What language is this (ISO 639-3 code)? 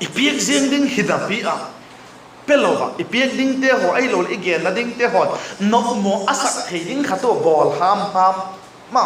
vap